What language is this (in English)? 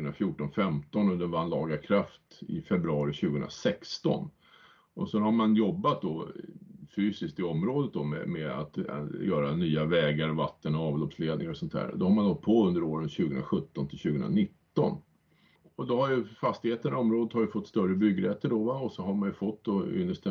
Swedish